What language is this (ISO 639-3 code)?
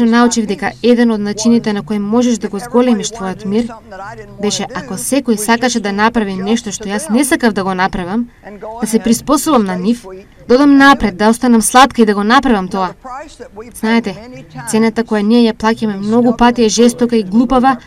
mkd